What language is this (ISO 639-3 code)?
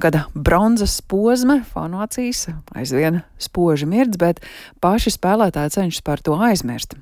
lav